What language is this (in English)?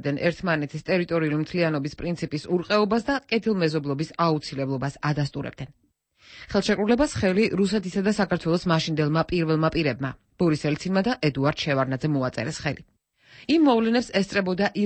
Georgian